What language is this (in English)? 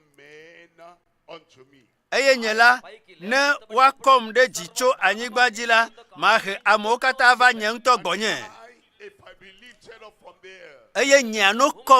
Ewe